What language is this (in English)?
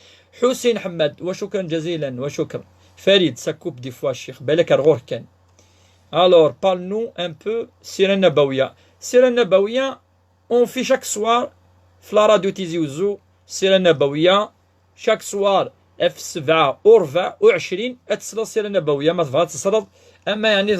Kabyle